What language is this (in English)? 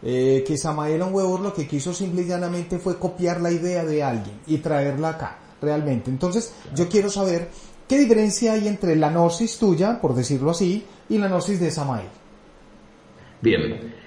Spanish